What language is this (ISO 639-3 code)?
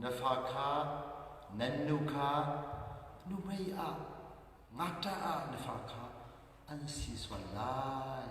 cnh